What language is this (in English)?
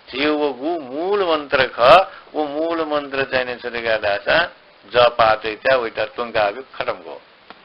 Newari